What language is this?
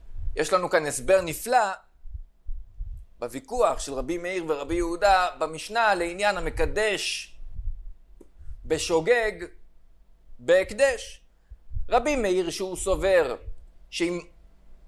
Hebrew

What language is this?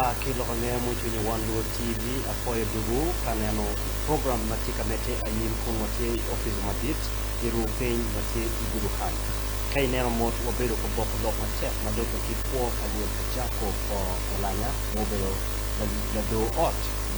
Acoli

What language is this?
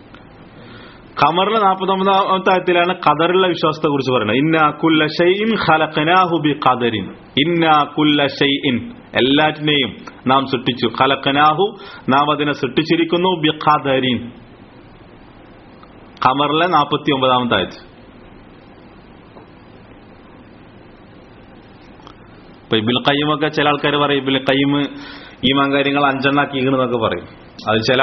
Malayalam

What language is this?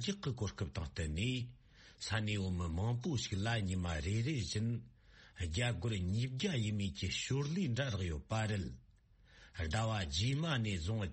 Tibetan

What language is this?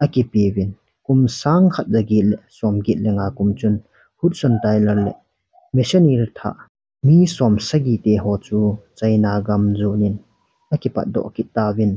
Thado Chin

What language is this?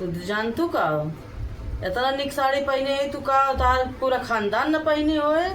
Awadhi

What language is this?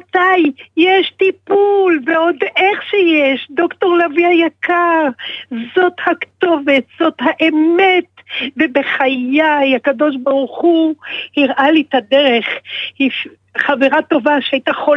Hebrew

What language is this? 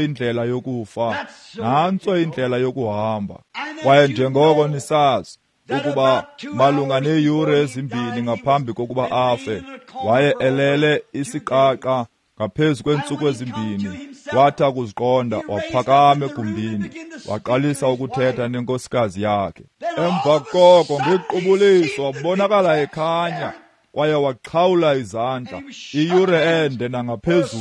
Xhosa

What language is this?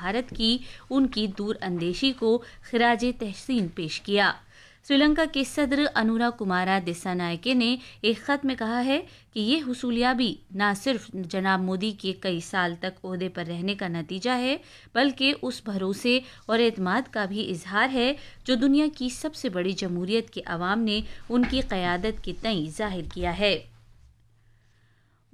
Urdu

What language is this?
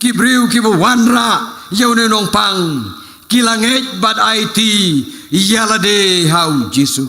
Khasi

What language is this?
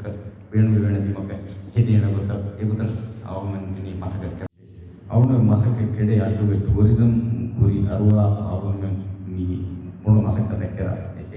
Divehi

